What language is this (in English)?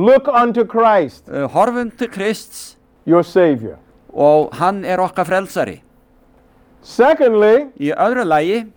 Icelandic